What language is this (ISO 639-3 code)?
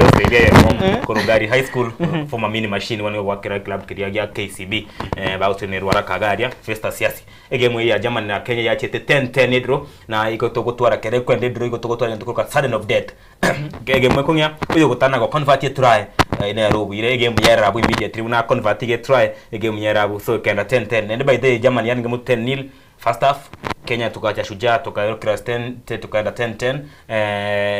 guz